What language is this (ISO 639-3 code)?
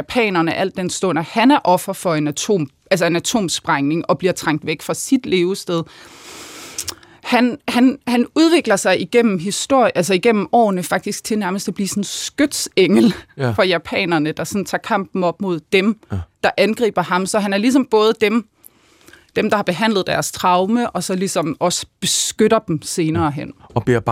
dan